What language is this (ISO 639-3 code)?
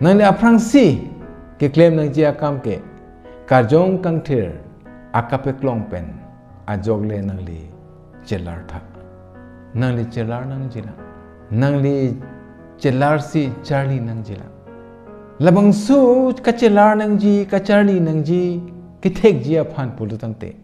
mjw